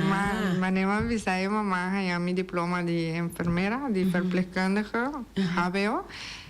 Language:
Papiamento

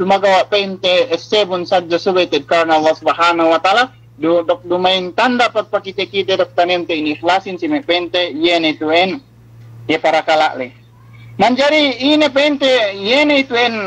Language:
Yakan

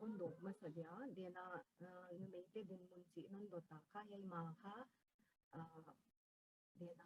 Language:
Paite Chin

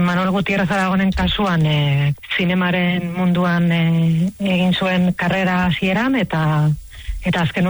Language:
Basque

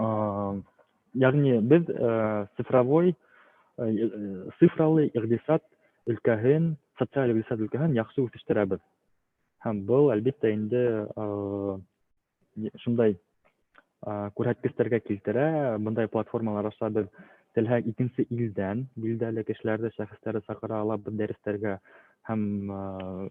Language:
Bashkir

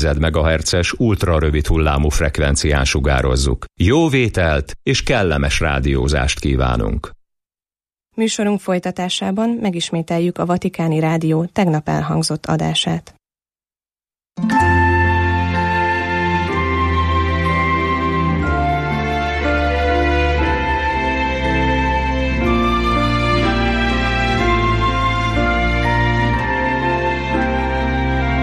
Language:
Hungarian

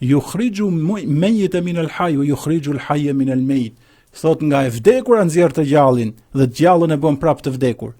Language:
Albanian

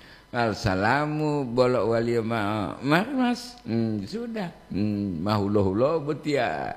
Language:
Gorontalo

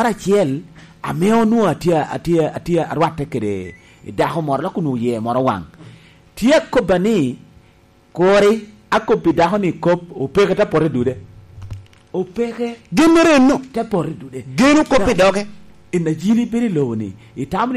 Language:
Lango (Uganda)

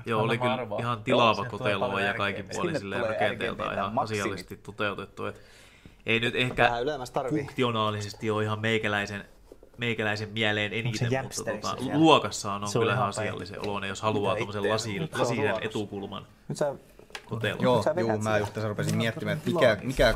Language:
Finnish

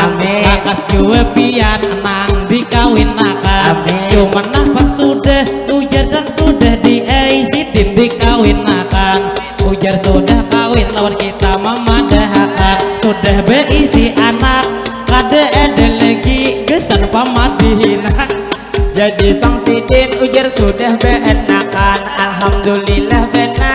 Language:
Banjar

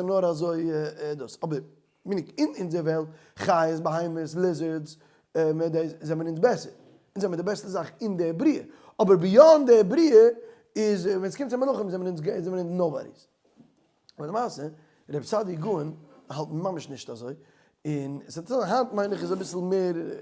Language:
Yiddish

